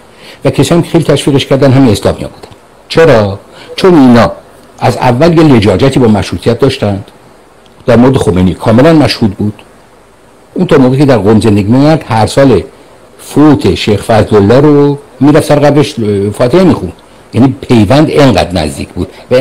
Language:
Persian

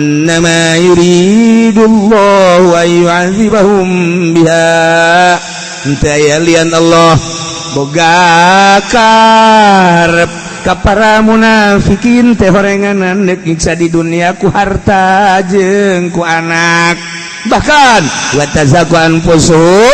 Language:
Sundanese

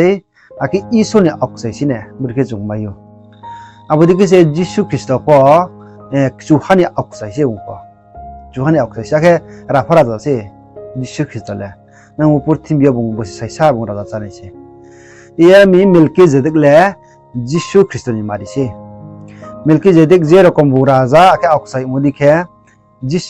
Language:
Riang (India)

